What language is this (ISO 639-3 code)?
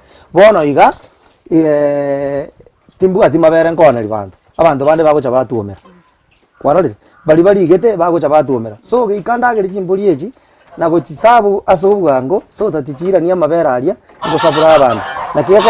guz